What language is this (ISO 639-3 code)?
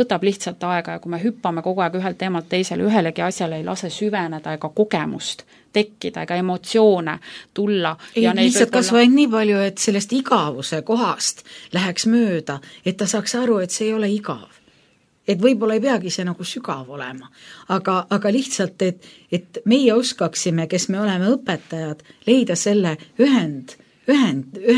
est